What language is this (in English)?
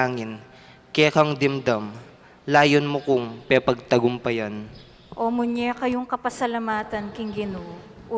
Pampanga